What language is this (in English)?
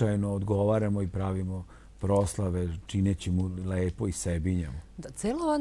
Serbian